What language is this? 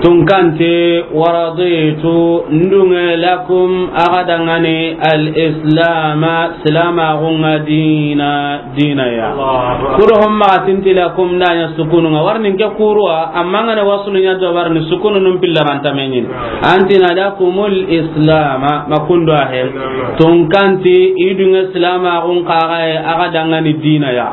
Soninke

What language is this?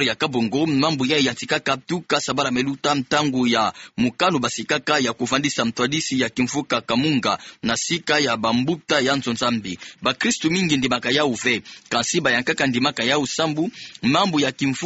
Kituba (Democratic Republic of Congo)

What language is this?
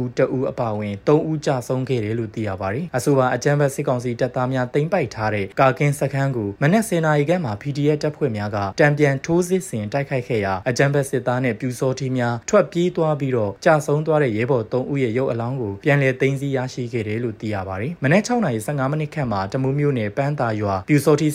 Burmese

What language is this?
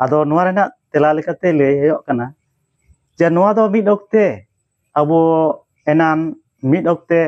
Santali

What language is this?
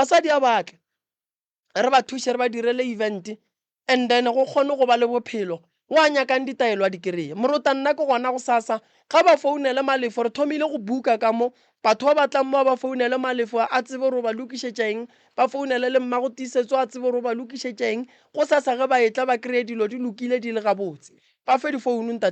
Northern Sotho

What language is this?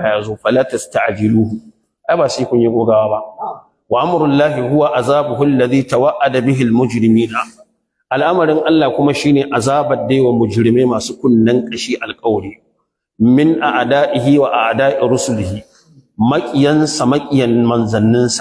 Hausa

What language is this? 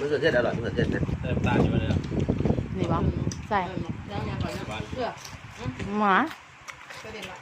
Northeastern Thai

